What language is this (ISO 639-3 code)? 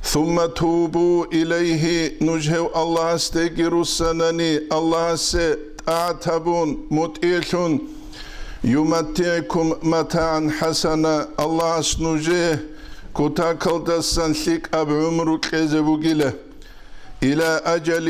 ava